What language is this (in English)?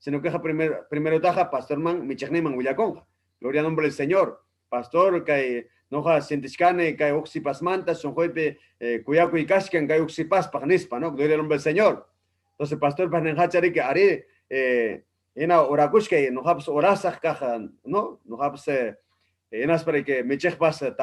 Ayacucho Quechua